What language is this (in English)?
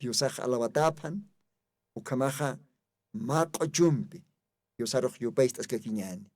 Aymara